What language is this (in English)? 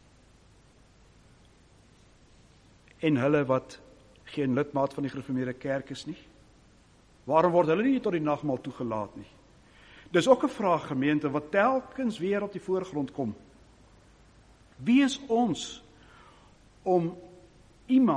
Afrikaans